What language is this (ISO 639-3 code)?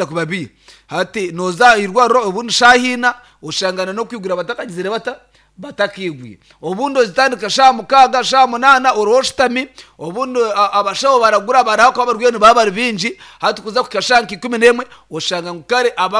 nyn